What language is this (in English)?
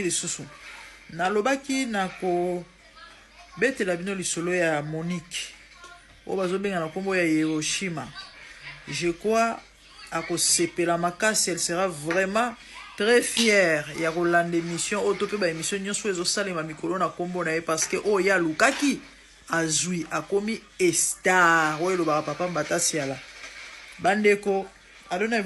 Lingala